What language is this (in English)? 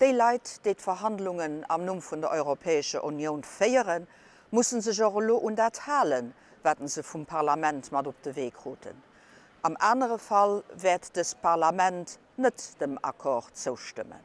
Luxembourgish